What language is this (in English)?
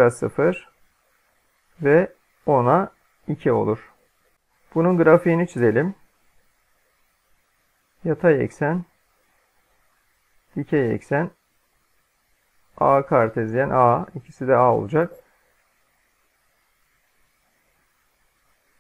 Turkish